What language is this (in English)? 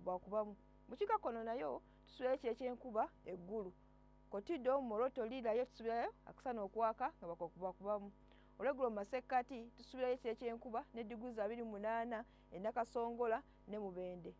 Ganda